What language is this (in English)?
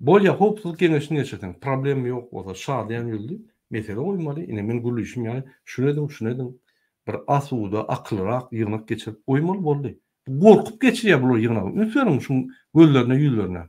Turkmen